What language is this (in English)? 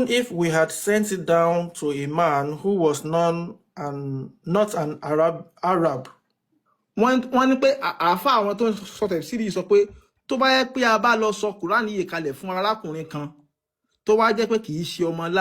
Yoruba